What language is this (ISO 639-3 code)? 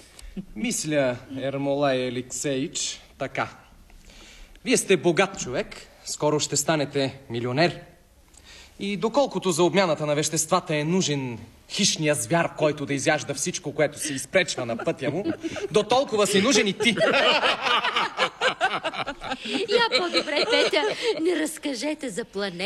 bul